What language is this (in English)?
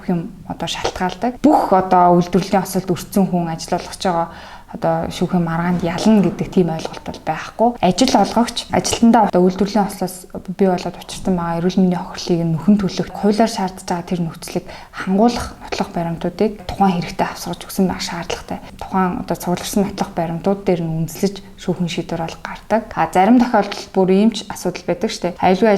Mongolian